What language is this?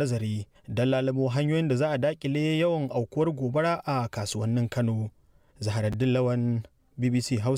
Hausa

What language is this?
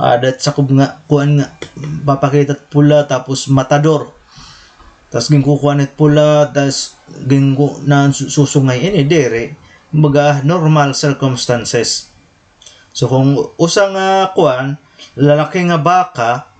Waray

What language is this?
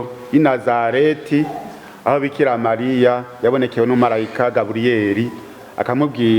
Rundi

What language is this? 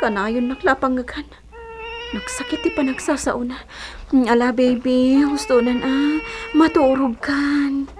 Iloko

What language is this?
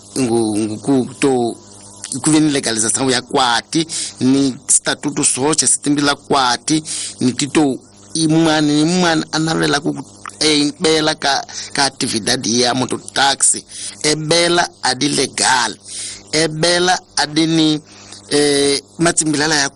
Tsonga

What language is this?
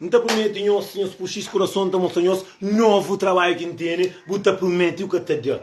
Kabuverdianu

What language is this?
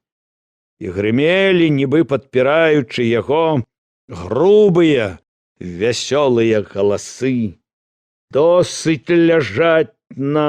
Belarusian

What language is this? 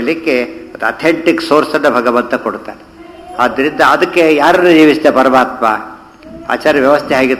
Kannada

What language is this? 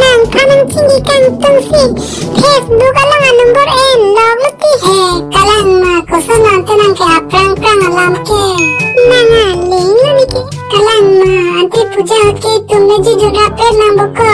Karbi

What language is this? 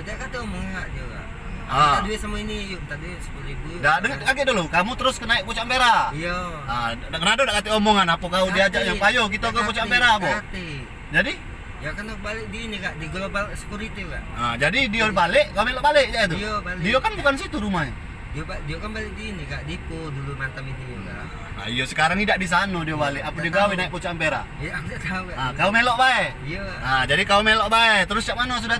Musi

